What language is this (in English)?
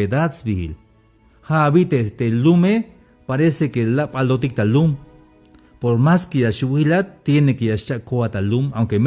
Tzeltal